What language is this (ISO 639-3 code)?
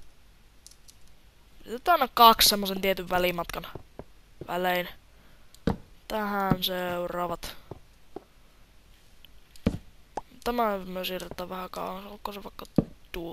fin